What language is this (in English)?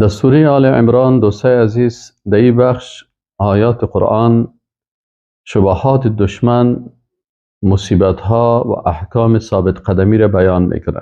Persian